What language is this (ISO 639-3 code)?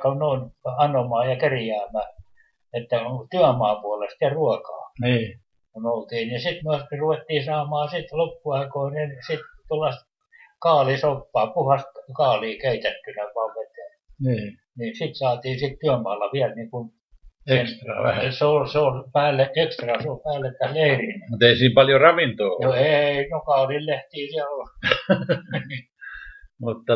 fin